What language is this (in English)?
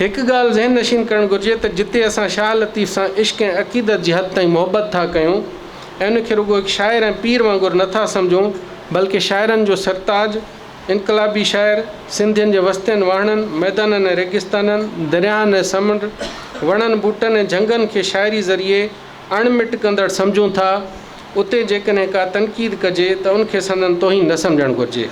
Sindhi